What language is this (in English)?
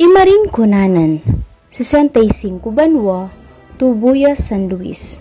Pampanga